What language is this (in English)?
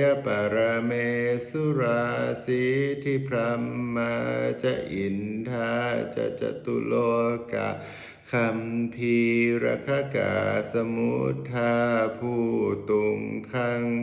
Pali